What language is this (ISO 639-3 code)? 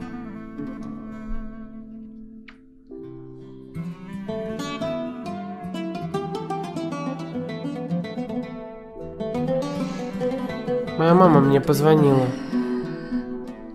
rus